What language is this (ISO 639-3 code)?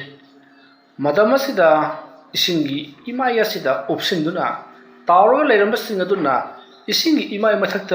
mni